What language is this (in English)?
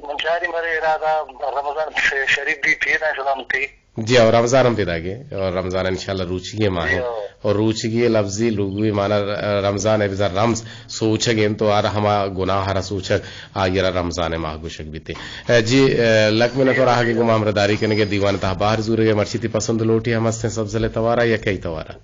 Eastern Balochi